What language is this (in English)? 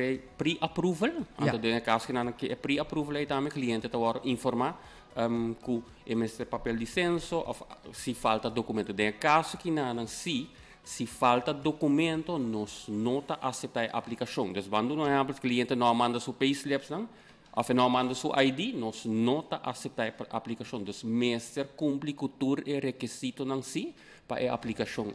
Papiamento